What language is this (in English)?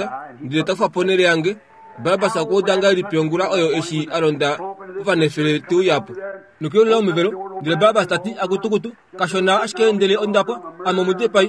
Kuanyama